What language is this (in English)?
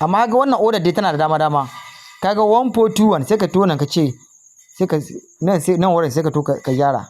Hausa